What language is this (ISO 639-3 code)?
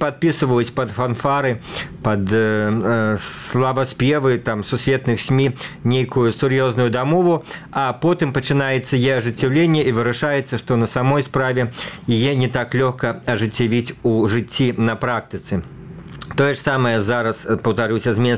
bel